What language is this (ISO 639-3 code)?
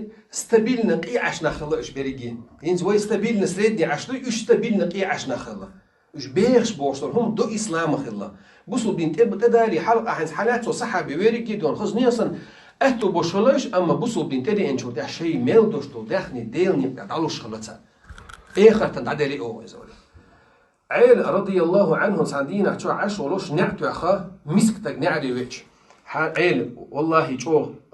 che